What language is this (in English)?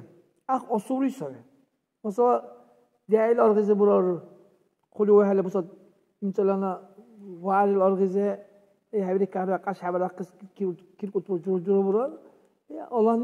Dargwa